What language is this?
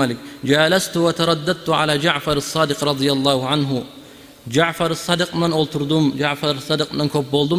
Kumyk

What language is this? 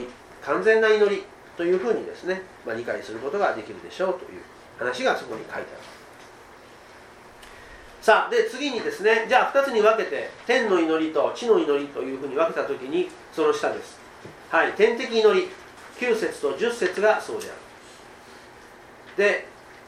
Japanese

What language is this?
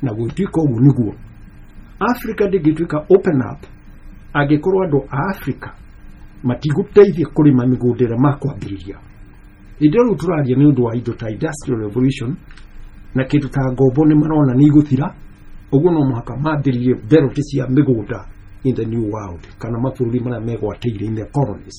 Kikuyu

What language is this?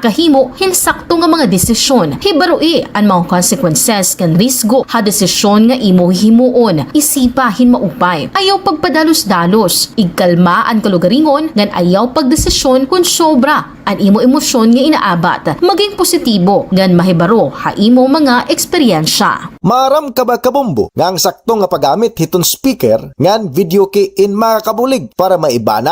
Waray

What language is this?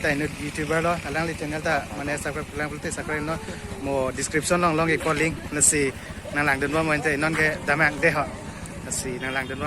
Karbi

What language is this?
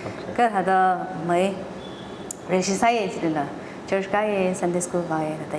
Tangkhul Naga (India)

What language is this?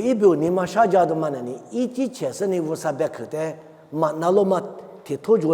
Lisu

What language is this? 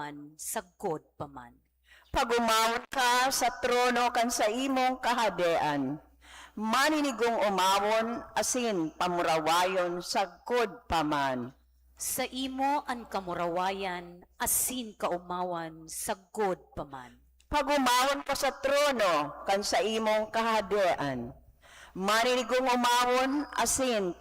Bikol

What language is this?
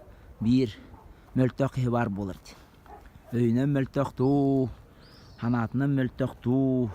Yakut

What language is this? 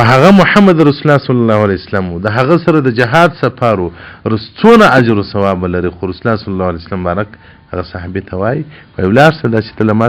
Pashto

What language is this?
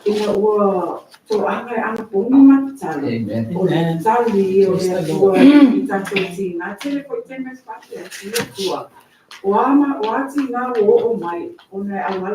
Samoan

